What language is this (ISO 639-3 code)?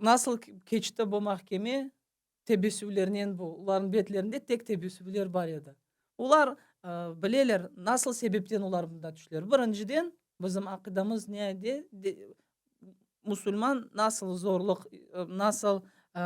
crh